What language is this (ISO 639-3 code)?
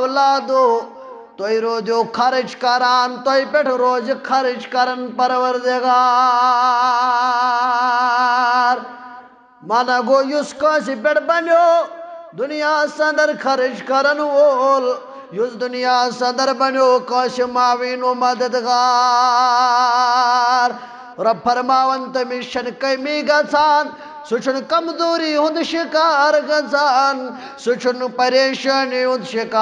kas